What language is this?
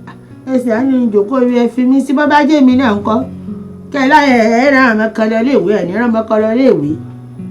Yoruba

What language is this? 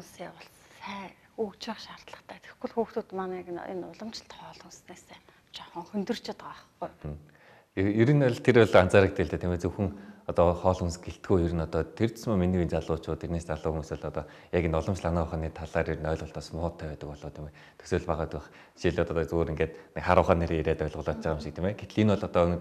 Mongolian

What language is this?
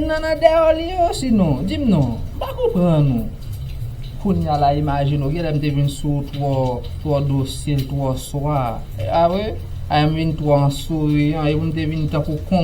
Haitian Creole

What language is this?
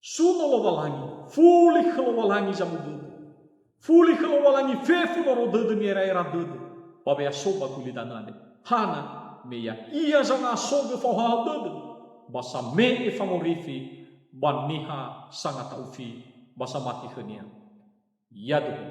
Nias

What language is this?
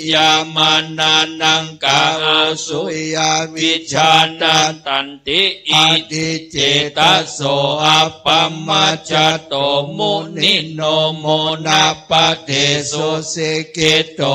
Pali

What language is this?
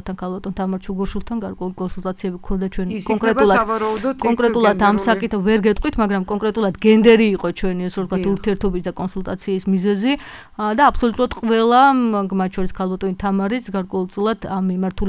Georgian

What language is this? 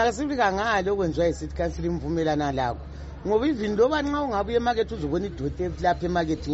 North Ndebele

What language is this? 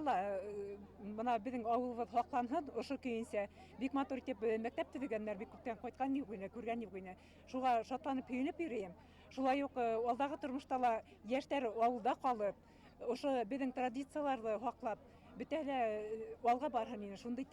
Bashkir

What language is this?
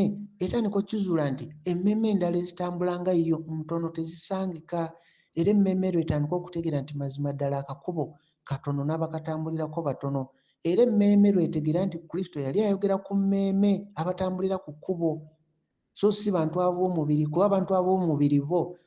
Ganda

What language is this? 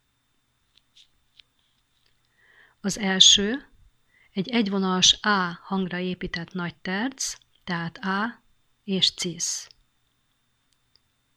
Hungarian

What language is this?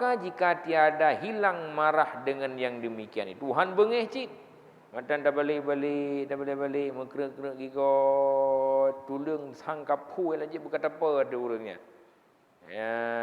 Achinese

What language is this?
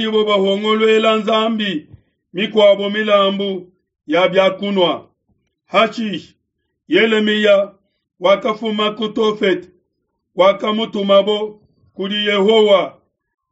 Luba-Lulua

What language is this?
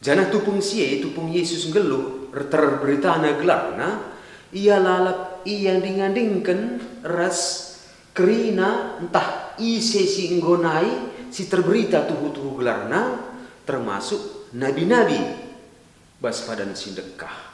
Batak Karo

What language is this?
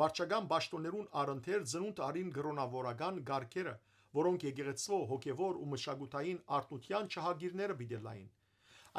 Western Armenian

